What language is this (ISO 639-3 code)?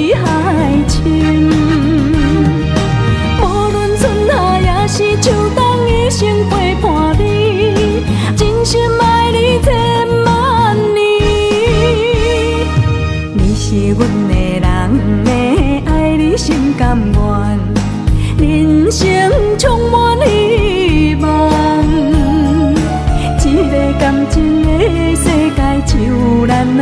nan